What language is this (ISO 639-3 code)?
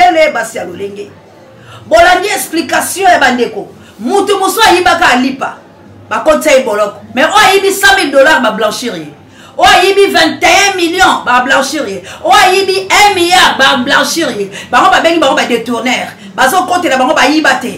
lin